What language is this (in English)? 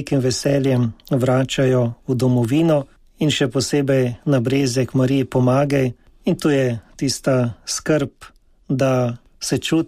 Slovenian